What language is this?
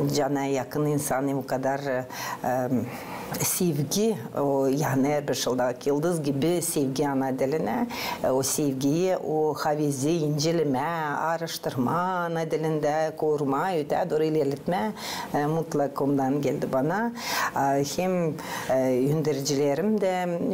Gagauz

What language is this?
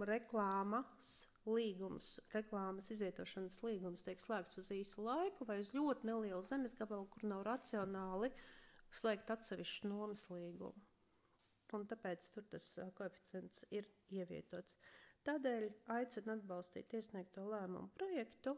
Latvian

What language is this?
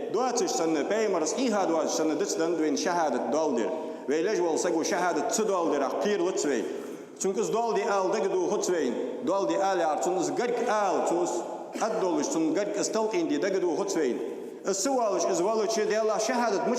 Ingush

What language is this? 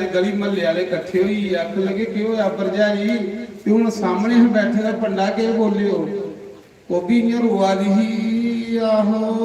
Dogri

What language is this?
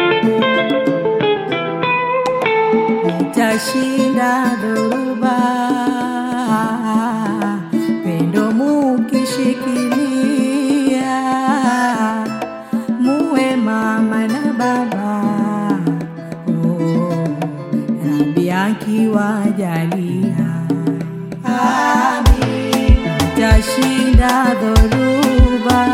Swahili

